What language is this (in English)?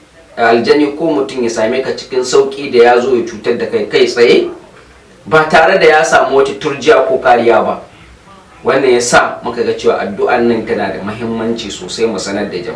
Hausa